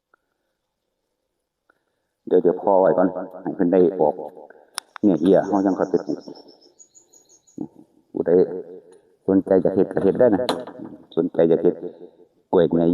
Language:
Lao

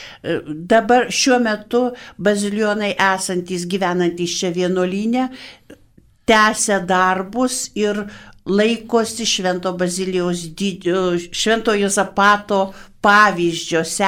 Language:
Lithuanian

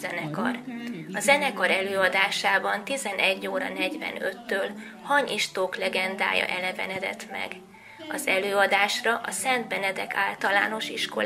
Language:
Hungarian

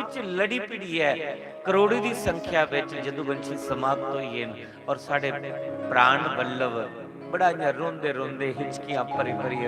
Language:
Dogri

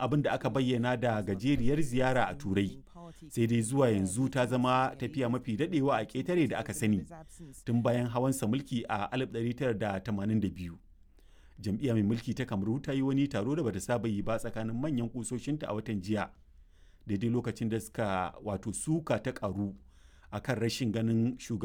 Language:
Hausa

